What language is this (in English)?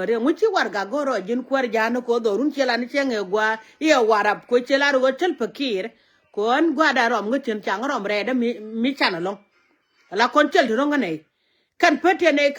Nuer